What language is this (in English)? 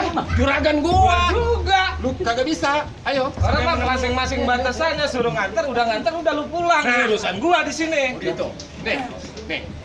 Betawi